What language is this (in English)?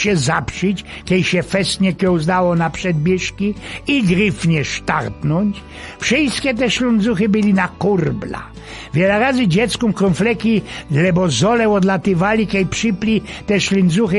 Silesian